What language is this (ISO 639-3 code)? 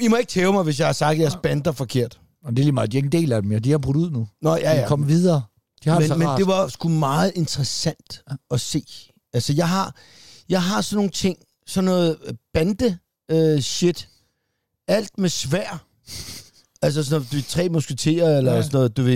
dan